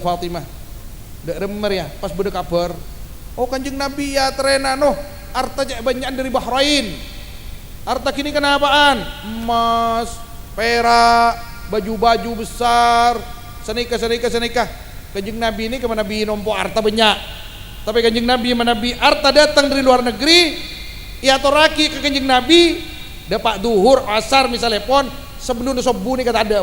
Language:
Madurese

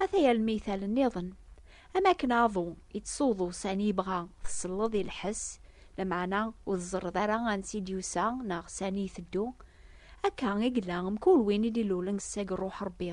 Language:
Kabyle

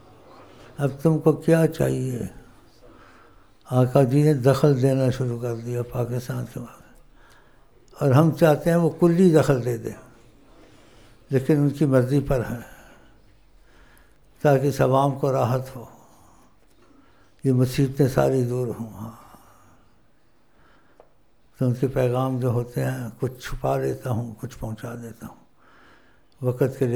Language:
Urdu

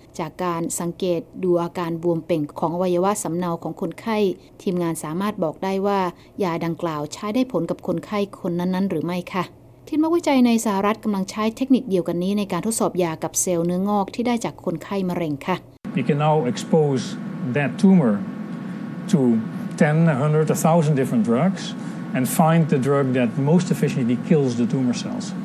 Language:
Thai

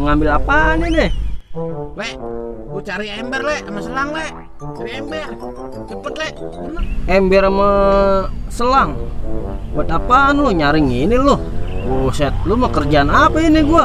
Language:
Betawi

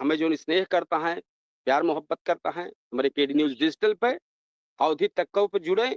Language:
Awadhi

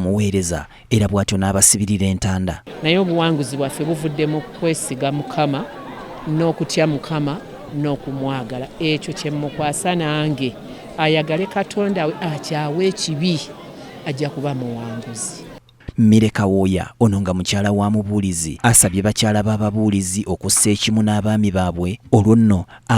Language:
Ganda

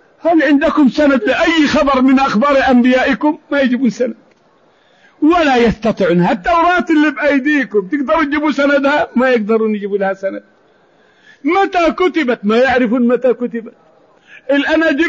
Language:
Arabic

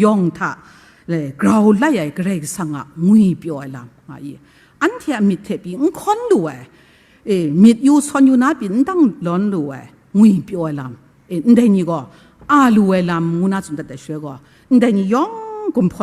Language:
Kachin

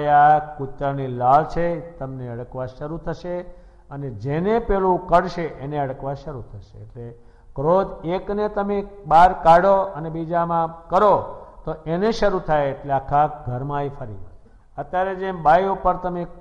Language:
Gujarati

